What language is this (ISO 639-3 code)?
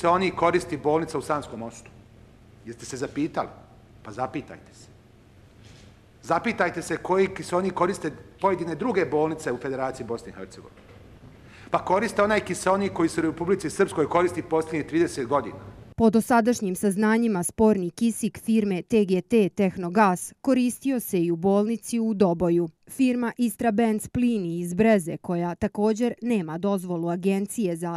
bos